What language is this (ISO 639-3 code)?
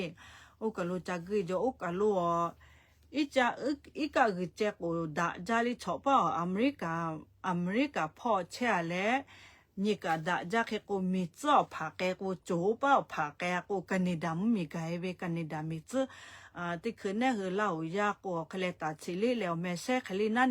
lhu